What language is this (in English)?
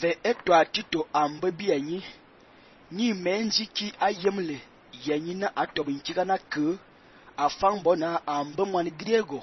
Fang